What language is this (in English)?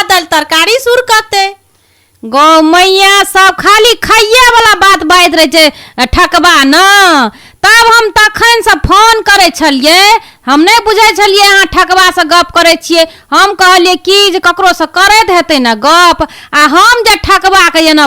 Maithili